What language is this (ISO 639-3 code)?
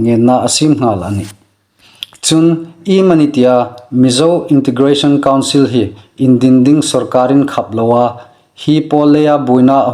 hmr